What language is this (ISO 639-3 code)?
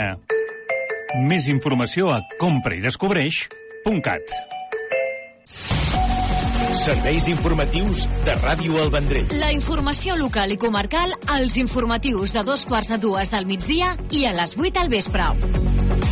cat